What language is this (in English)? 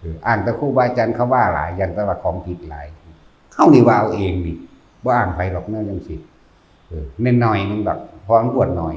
Northeastern Thai